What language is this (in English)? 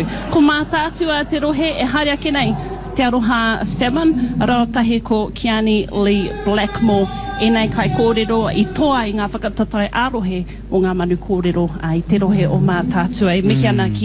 Māori